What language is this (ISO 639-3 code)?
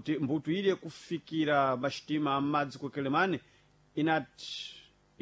seh